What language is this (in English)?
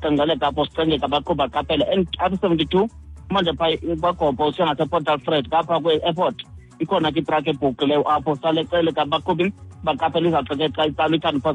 Xhosa